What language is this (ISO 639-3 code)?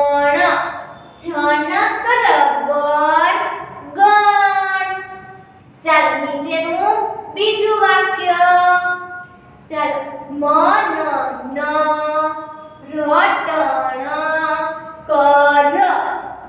guj